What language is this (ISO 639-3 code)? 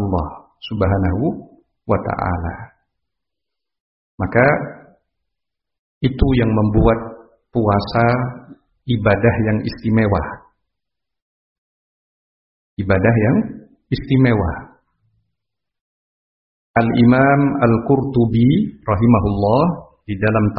ind